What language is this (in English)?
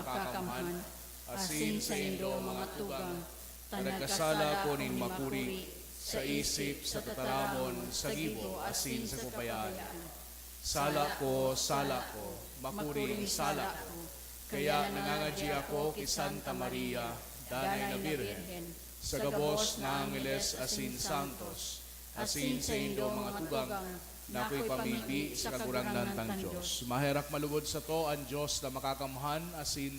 Bikol